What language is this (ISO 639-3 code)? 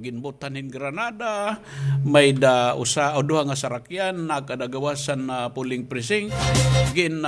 war